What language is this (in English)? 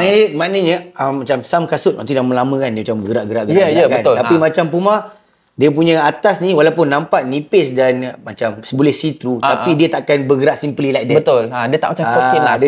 Malay